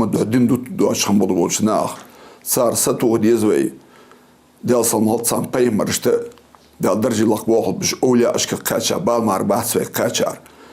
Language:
Ingush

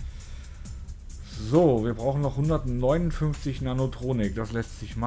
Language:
German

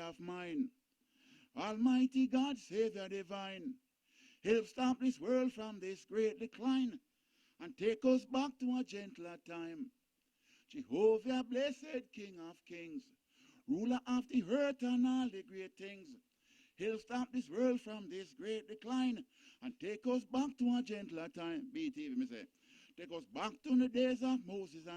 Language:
Jamaican Creole English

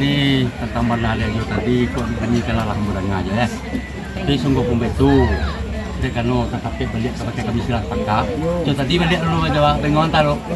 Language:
Minangkabau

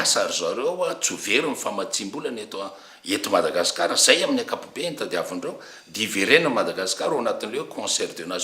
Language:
Malagasy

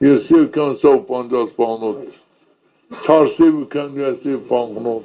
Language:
Zaza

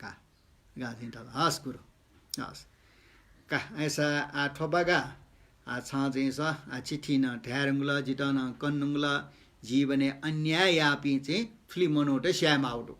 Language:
Newari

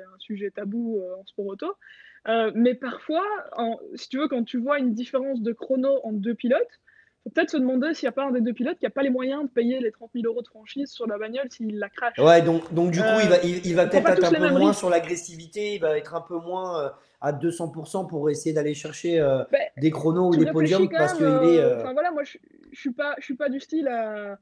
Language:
French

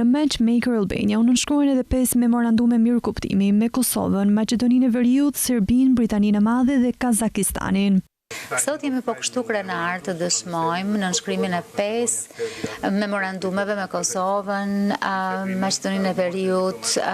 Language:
Albanian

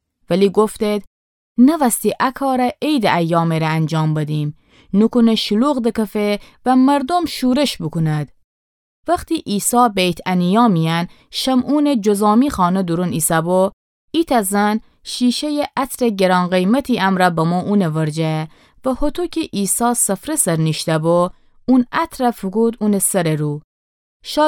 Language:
Gilaki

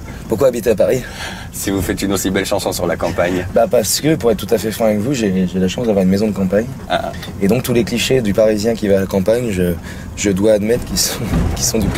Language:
French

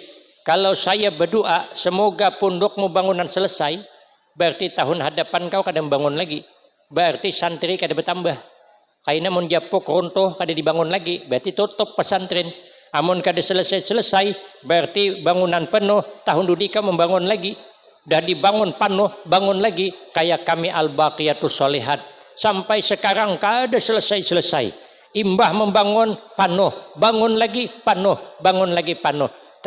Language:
Banjar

